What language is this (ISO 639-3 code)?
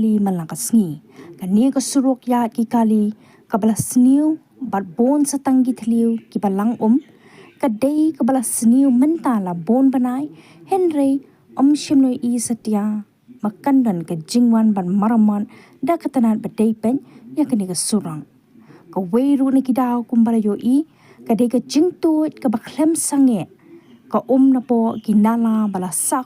kha